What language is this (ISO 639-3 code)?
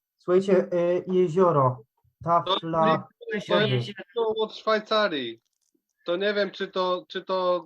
szl